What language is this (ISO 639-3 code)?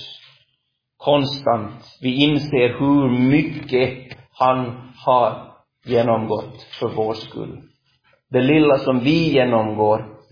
swe